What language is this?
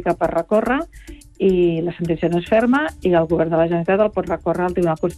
Catalan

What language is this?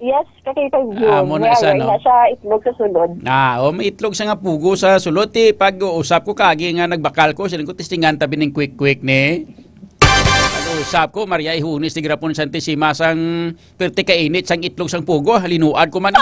Hiligaynon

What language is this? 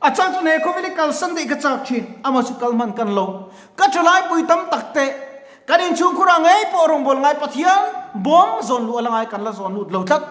Mizo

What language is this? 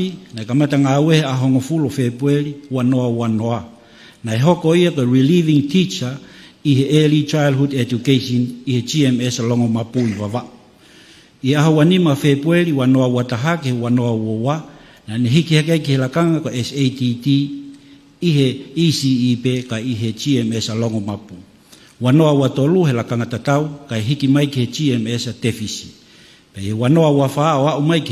Tongan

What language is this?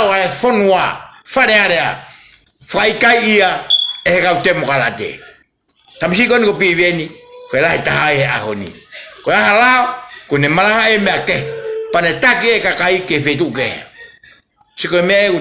Tongan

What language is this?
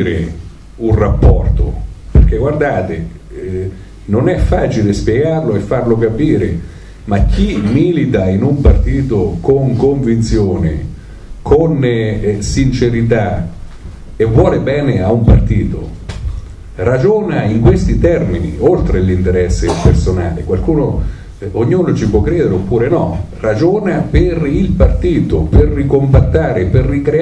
Italian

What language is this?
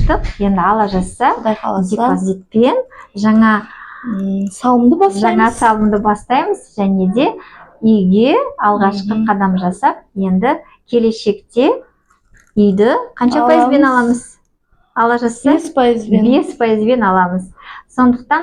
Kazakh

